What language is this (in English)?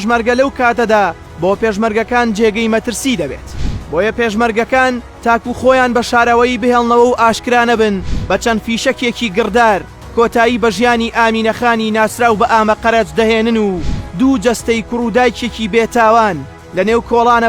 Central Kurdish